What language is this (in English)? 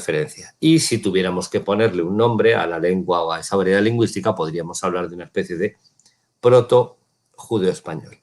Ladino